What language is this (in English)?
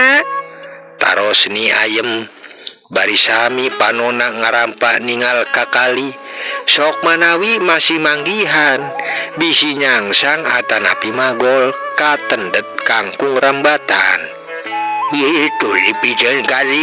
Sundanese